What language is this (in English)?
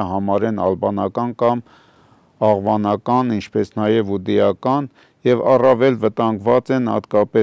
Armenian